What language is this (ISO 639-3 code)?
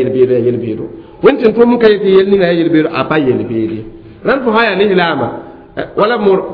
mos